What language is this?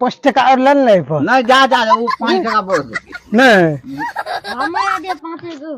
Maithili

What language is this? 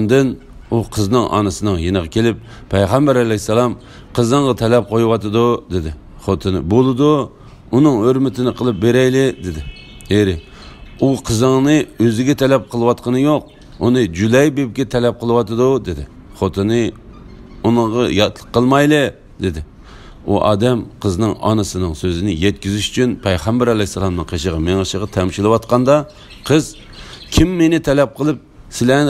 Uyghur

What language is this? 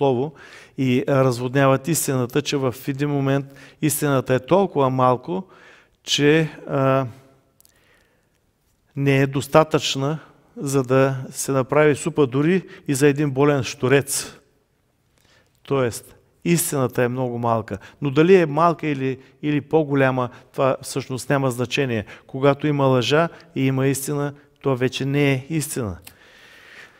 Bulgarian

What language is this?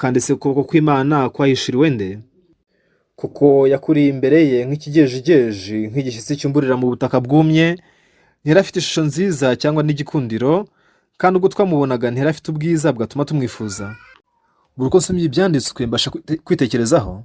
Kinyarwanda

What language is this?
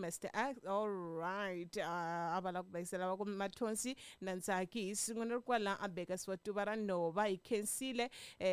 Tsonga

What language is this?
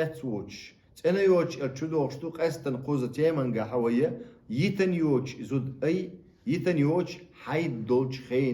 Chechen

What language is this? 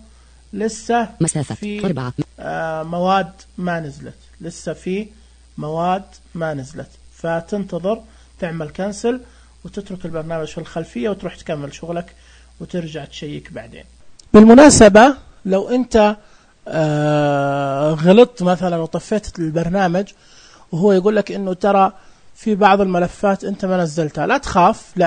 Najdi Arabic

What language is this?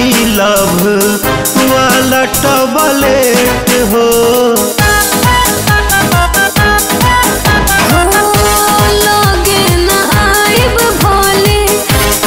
Bhojpuri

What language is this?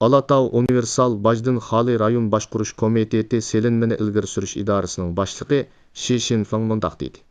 Uyghur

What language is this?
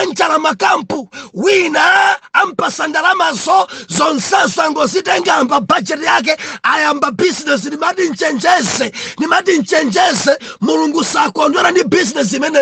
Nyanja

